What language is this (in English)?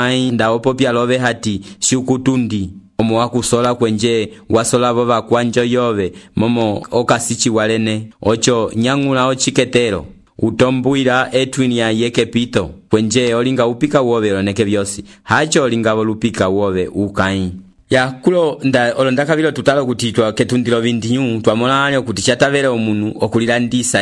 Umbundu